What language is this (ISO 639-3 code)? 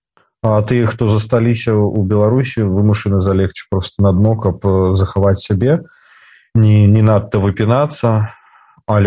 bel